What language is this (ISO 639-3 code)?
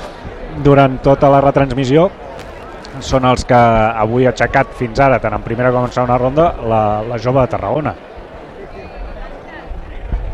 cat